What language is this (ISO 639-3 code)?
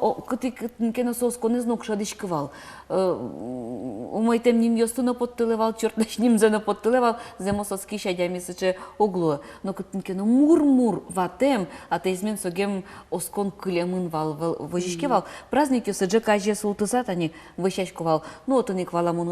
udm